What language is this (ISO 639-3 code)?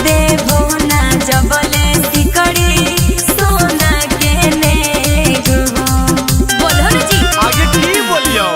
mag